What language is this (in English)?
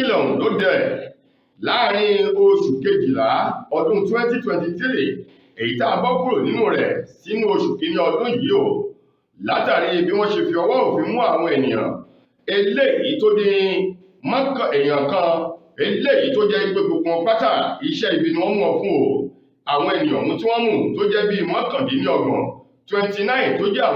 Yoruba